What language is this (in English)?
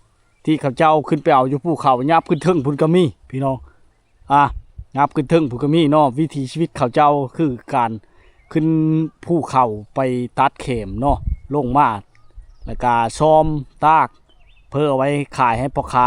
Lao